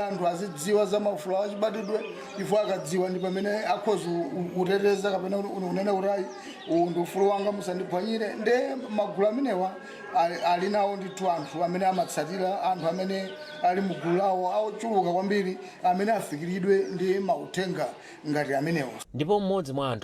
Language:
Nyanja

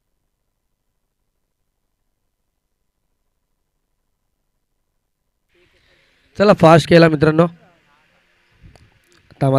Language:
Marathi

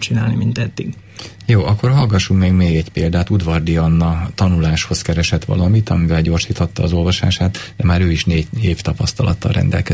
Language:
Hungarian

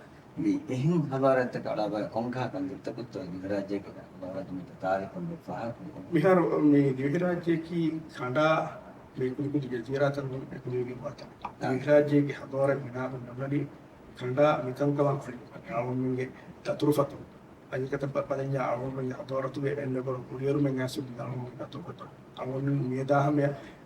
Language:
Divehi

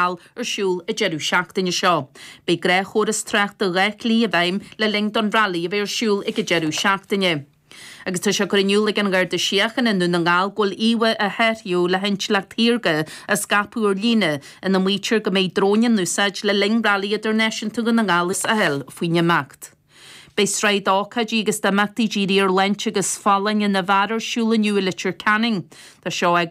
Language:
Irish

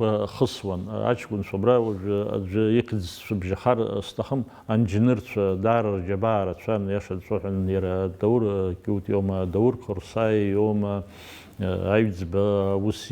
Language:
Abkhazian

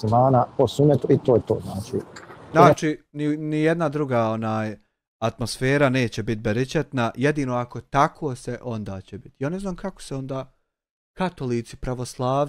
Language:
Bosnian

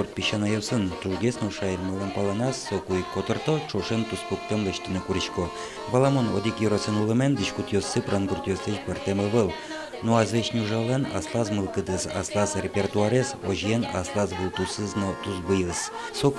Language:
Udmurt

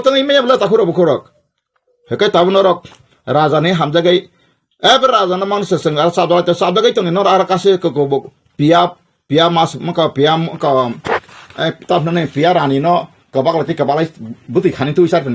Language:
Kok Borok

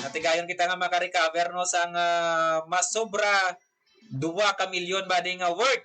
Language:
Hiligaynon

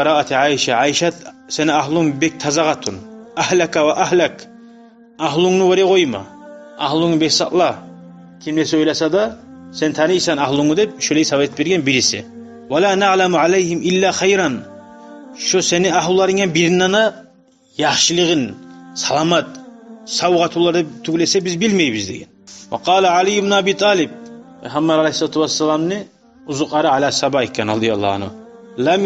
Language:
Kumyk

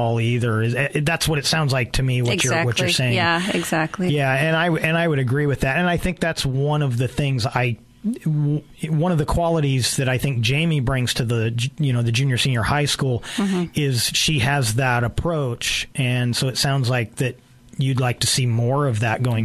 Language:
English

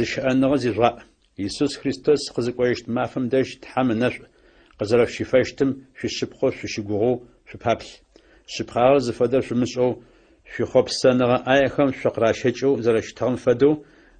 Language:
Adyghe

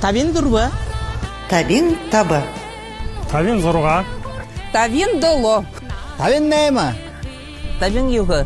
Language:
Buriat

